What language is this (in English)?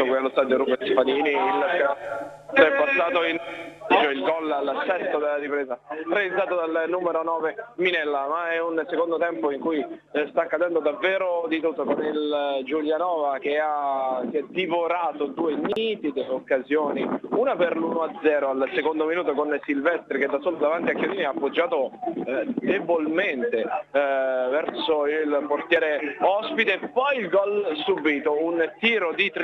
Italian